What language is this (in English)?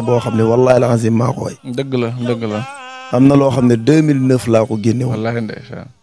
Wolof